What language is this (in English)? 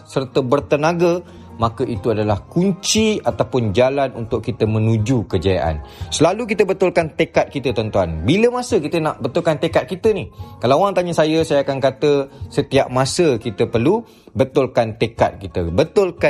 Malay